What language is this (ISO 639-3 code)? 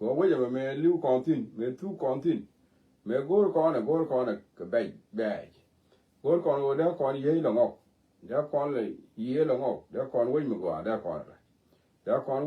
nus